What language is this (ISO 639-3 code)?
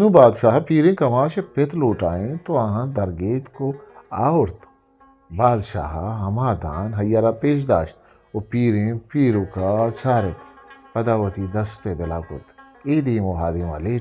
bgp